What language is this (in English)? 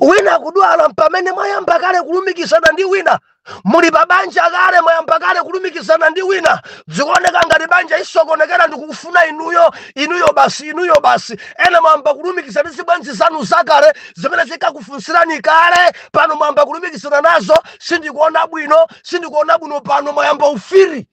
Nyanja